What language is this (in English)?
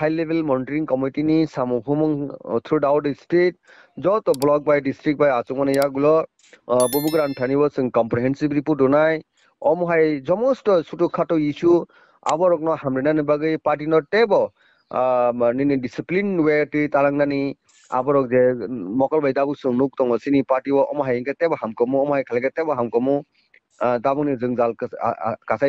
Kok Borok